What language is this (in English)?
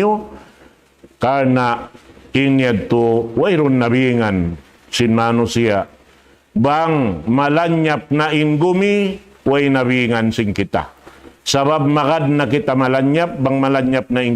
Tausug